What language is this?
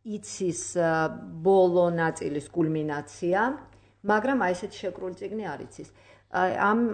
Georgian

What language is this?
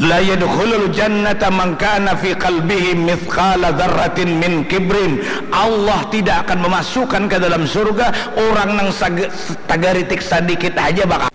Banjar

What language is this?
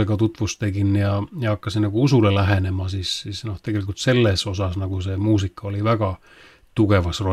Estonian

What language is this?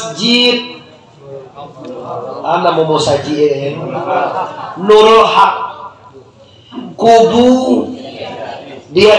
Indonesian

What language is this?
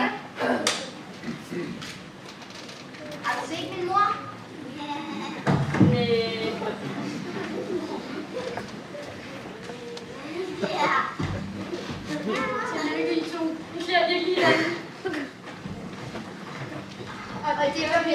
Danish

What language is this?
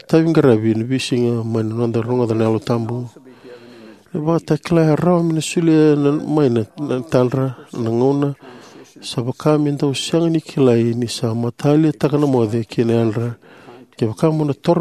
Fijian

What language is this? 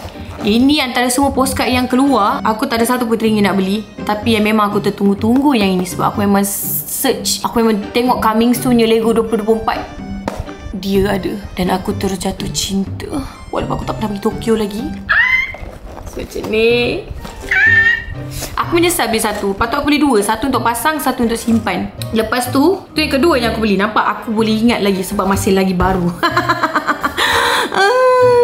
Malay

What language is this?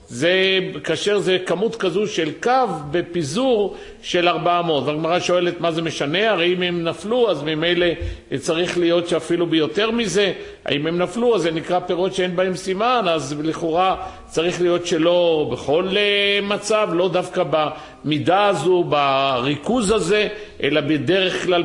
Hebrew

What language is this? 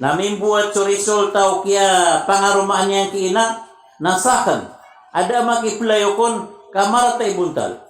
Maranao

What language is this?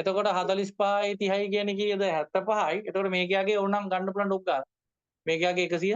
Sinhala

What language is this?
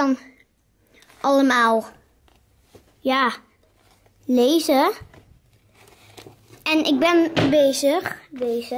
Dutch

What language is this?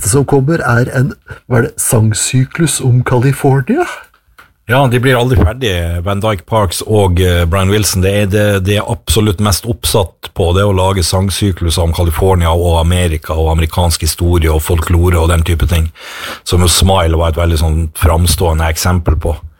Norwegian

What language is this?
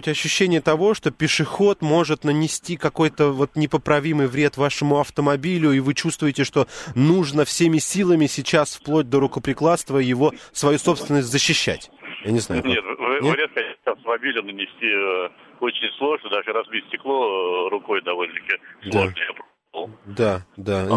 Russian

